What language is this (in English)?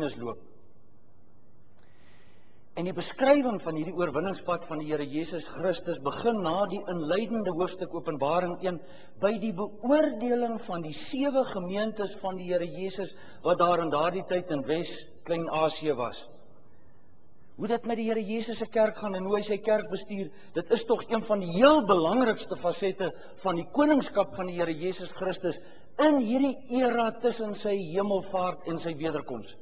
Afrikaans